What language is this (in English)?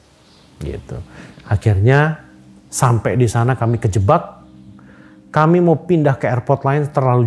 Indonesian